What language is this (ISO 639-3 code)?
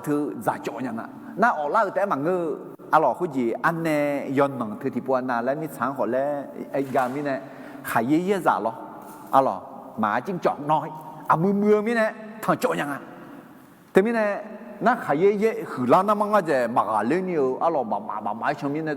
ahk